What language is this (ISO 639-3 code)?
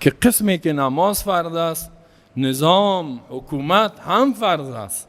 fas